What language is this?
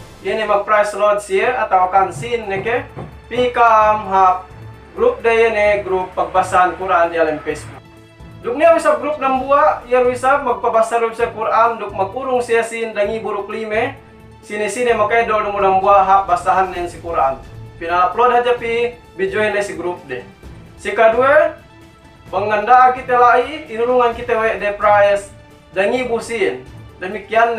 Yakan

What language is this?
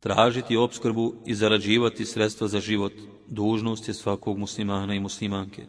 Bosnian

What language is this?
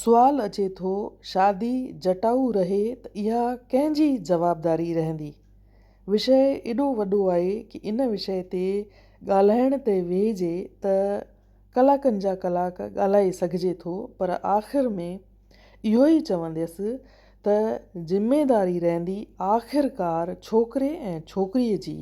Sindhi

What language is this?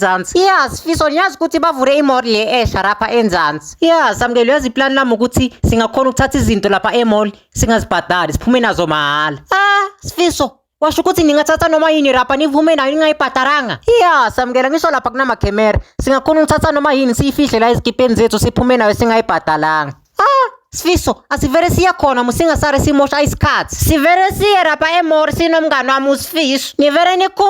Zulu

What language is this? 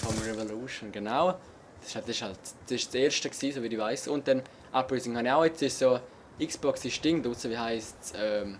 Swiss German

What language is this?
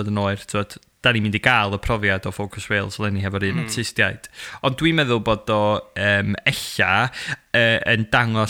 Welsh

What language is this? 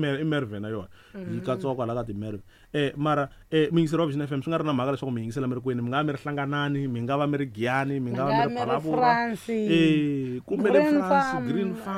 Tsonga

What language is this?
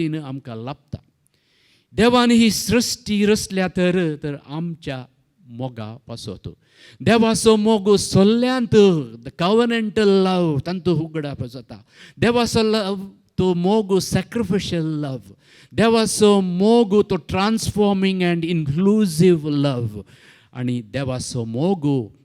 Konkani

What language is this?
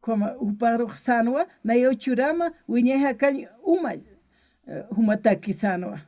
Aymara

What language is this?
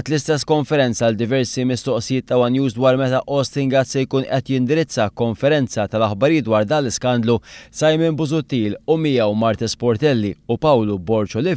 Maltese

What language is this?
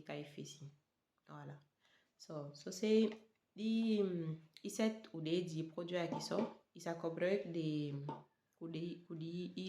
Saramaccan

